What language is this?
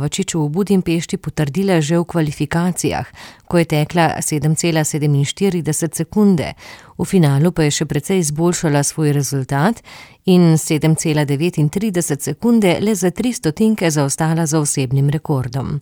Slovenian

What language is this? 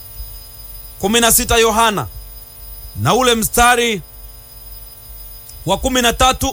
Swahili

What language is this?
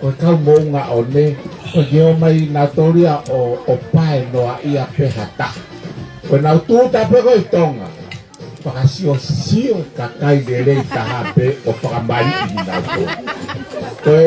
Tongan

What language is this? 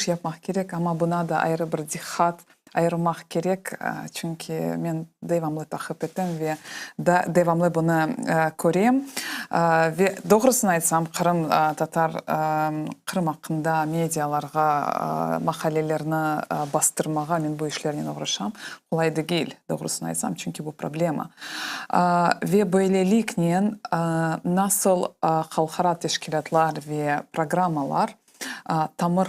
Crimean Tatar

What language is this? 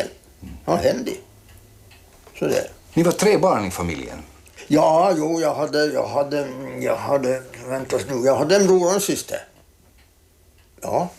Swedish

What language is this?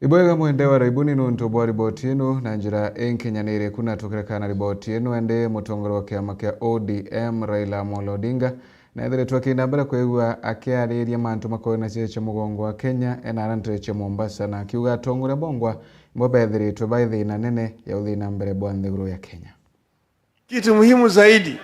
Meru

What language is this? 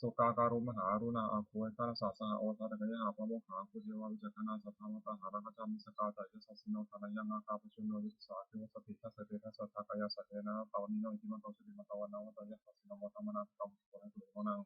Pali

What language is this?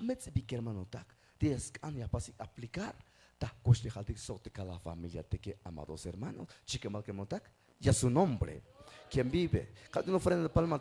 Tzeltal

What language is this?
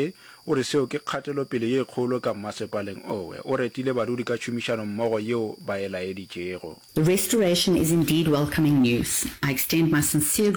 Northern Sotho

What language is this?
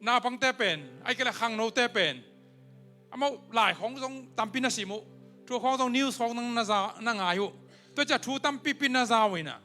Tedim Chin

